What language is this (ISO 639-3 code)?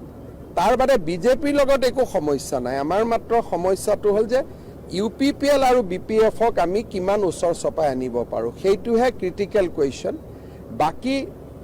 asm